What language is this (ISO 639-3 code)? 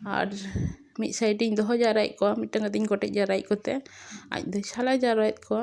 sat